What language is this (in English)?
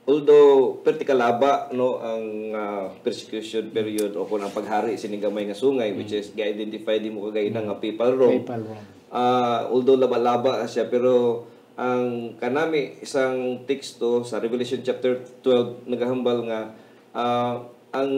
Hiligaynon